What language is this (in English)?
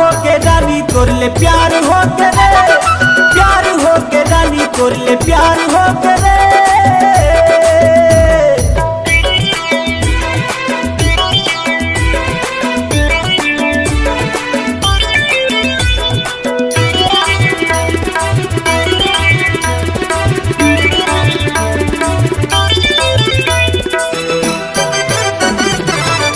Chhattisgarhi